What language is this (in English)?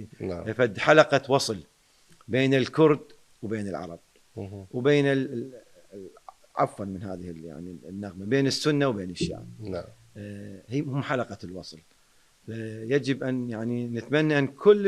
Mesopotamian Arabic